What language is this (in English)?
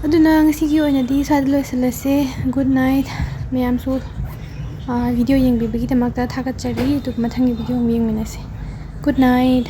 Manipuri